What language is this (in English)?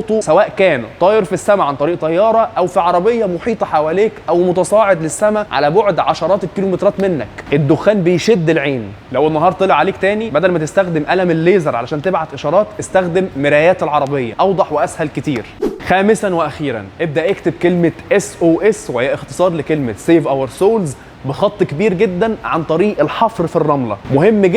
Egyptian Arabic